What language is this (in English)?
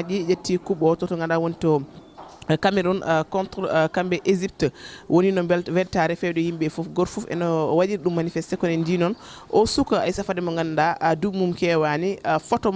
Fula